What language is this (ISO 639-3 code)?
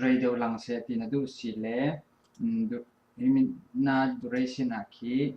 cfm